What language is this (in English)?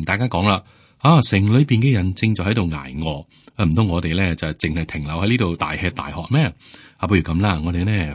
Cantonese